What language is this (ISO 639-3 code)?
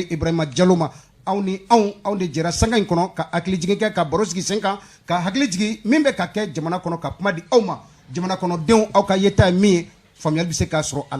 bam